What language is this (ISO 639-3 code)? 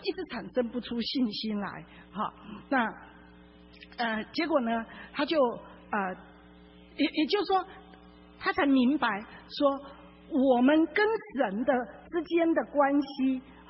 zho